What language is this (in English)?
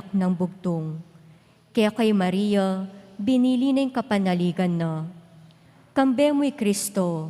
Pampanga